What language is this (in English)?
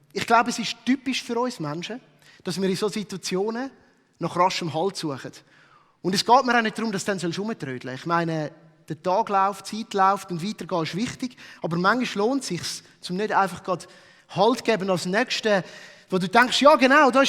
Swiss German